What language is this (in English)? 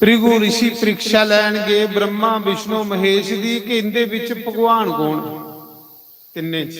Dogri